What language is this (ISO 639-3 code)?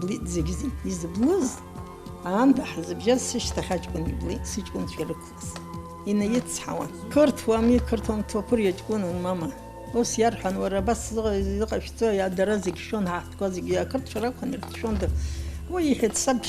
abk